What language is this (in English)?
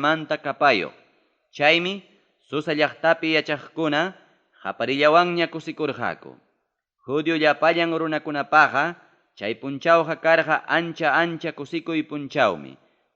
Ayacucho Quechua